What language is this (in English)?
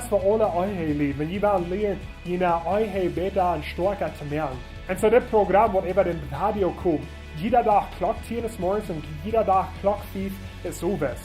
Plautdietsch